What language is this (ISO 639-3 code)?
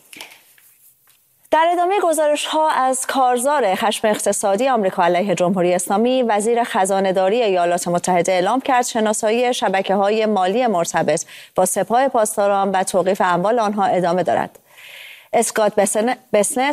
fas